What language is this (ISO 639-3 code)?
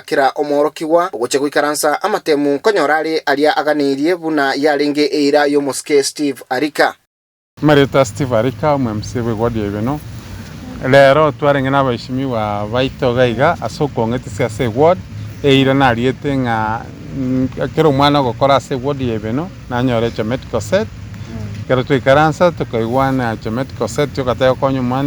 guz